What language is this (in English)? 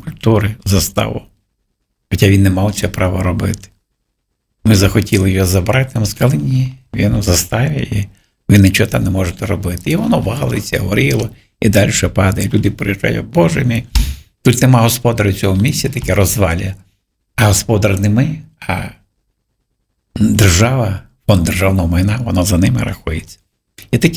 Ukrainian